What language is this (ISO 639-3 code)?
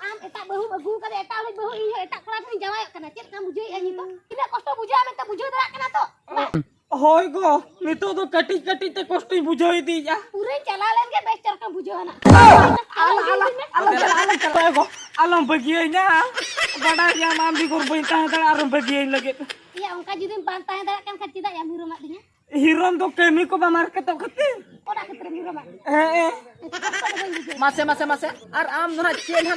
sat